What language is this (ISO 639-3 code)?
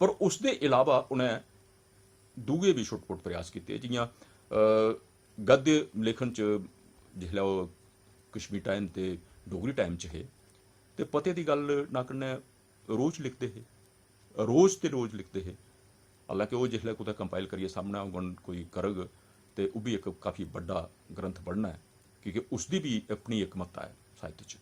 doi